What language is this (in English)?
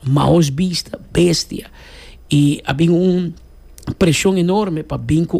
Papiamento